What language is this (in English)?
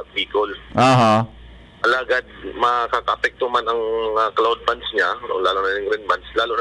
Bikol